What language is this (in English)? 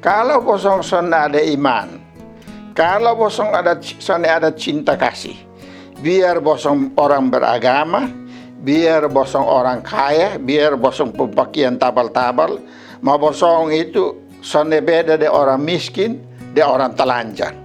Kupang Malay